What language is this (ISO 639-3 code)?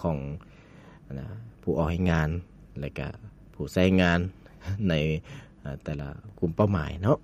lao